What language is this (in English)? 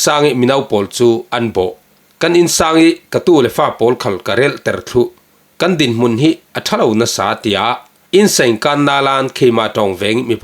Falam Chin